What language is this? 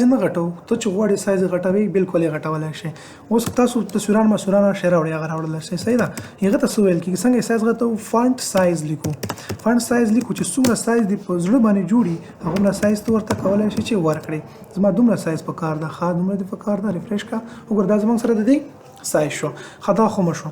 Pashto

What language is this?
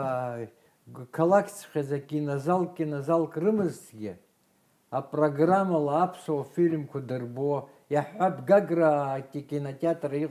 Abkhazian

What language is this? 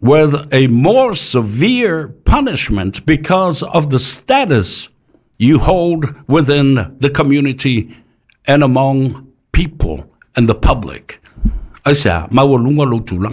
Samoan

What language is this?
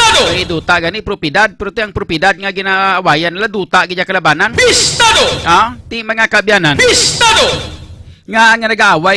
Hiligaynon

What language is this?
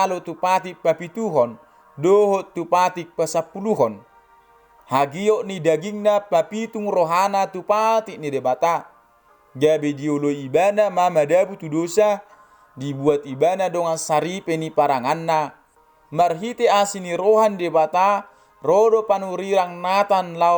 Batak Toba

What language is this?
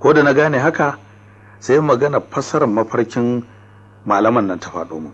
Hausa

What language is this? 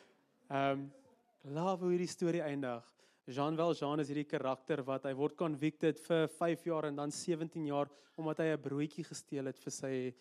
Afrikaans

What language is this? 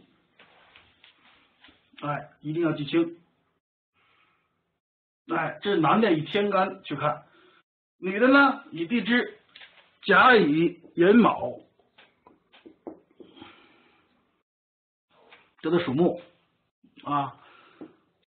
Chinese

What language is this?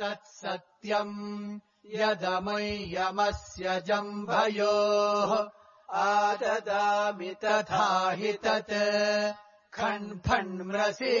Sanskrit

